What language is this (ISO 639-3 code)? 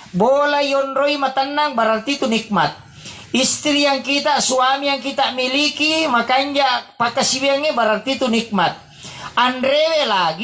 bug